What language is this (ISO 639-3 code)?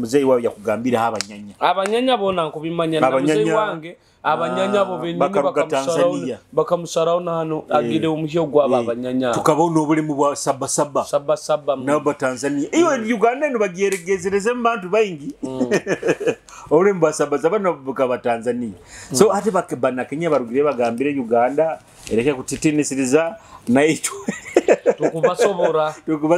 nyo